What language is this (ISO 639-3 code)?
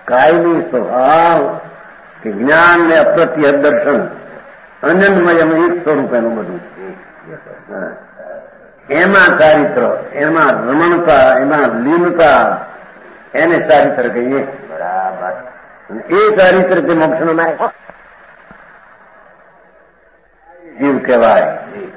guj